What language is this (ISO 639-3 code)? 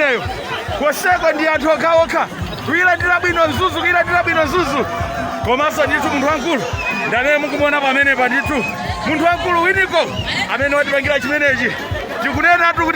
nya